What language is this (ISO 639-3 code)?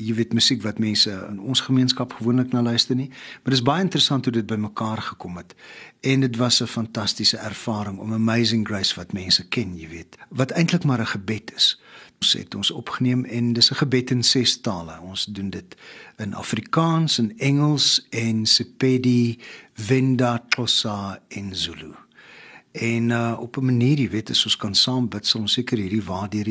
afr